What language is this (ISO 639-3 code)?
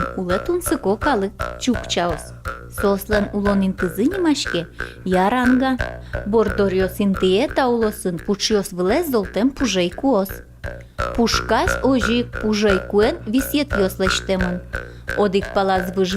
udm